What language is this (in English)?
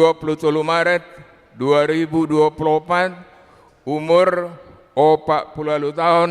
Batak Toba